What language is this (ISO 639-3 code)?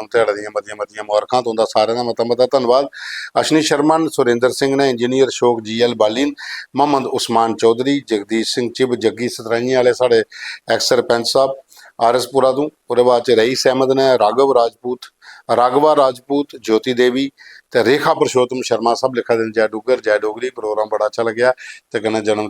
doi